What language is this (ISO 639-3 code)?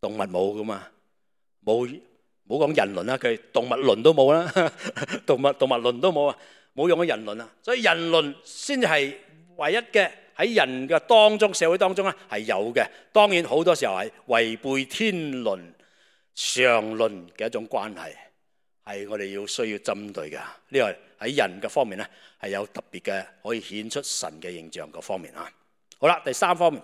yue